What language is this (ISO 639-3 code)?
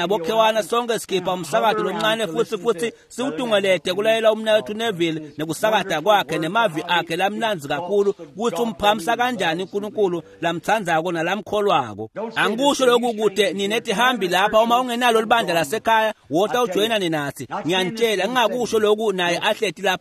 ssw